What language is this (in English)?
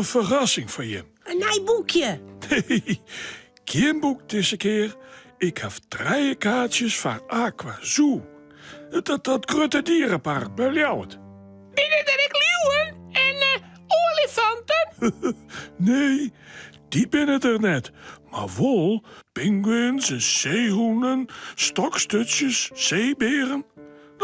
Western Frisian